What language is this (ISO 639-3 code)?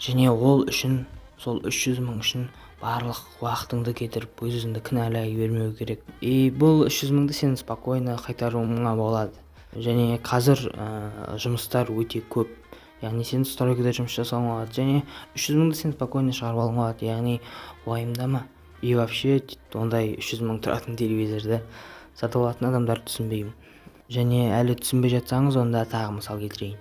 kaz